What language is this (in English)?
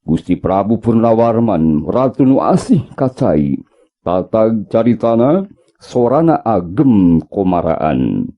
Sundanese